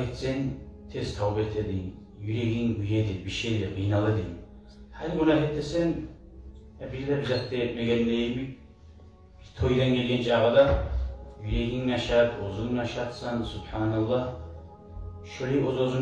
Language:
Kumyk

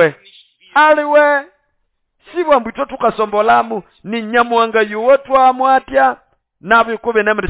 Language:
Nande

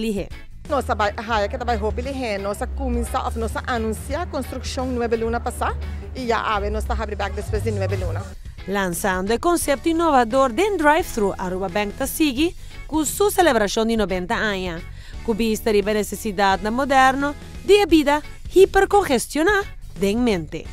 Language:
Papiamento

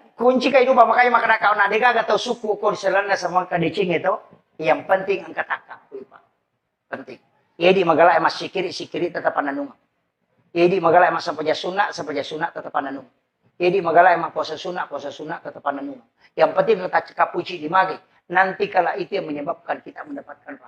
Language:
Buginese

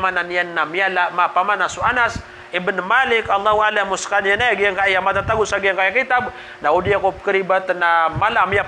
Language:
Maranao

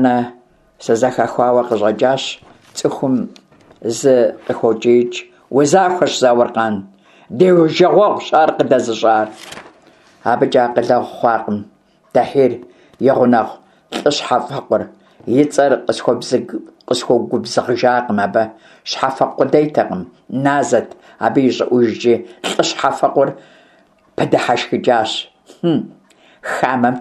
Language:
Kabardian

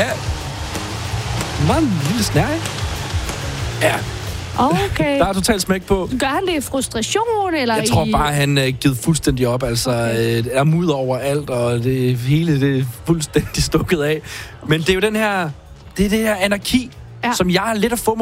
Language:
Danish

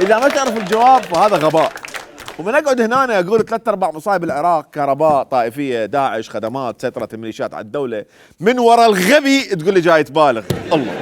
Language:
Mesopotamian Arabic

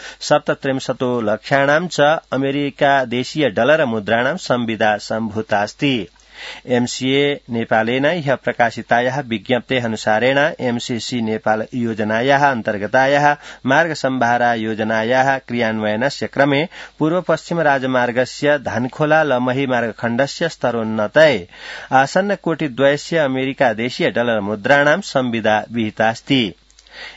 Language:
Sanskrit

